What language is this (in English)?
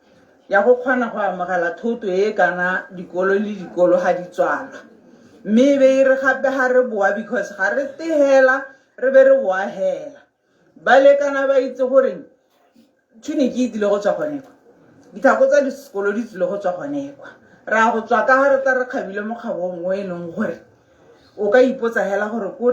Tswana